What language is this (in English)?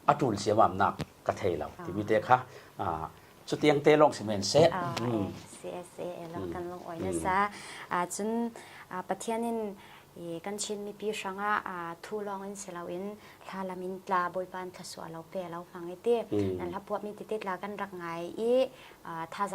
Falam Chin